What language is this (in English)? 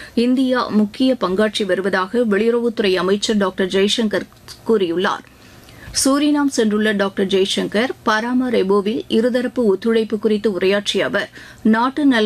Tamil